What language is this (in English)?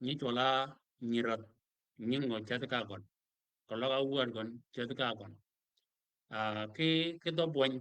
Shilluk